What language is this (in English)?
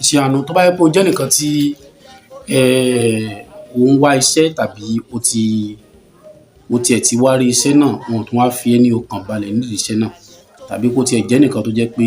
Yoruba